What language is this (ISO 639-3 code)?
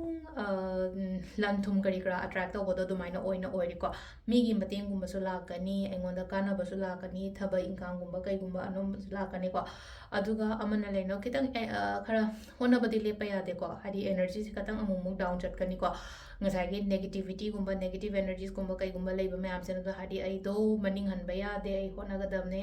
mni